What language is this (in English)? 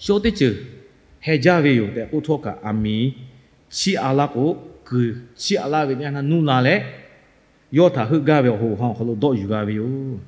Lahu